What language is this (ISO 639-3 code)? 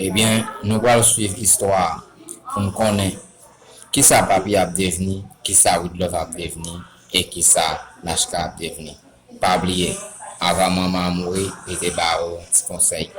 hat